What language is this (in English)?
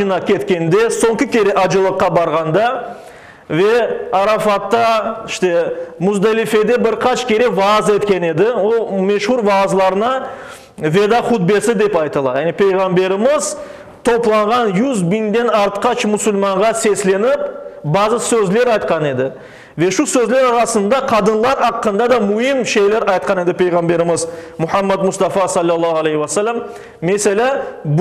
Crimean Tatar